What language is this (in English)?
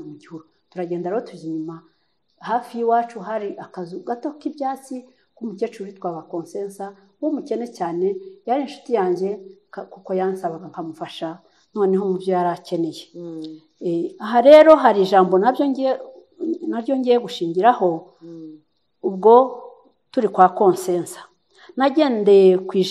Kinyarwanda